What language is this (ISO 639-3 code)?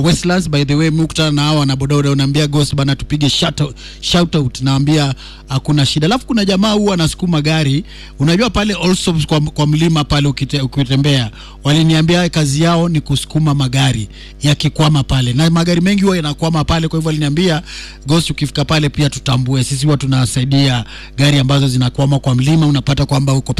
swa